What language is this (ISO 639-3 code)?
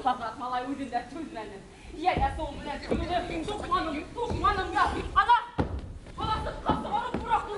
bak